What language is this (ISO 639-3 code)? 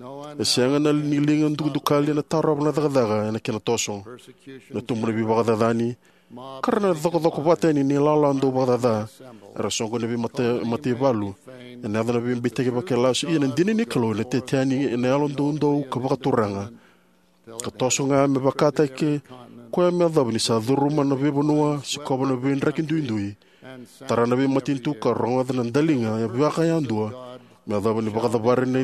fij